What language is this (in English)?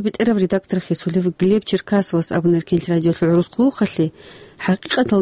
Avaric